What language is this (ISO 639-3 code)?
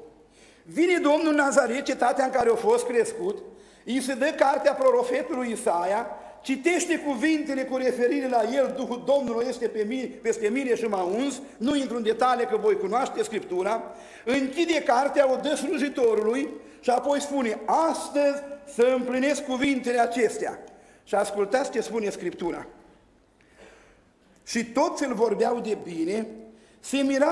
ron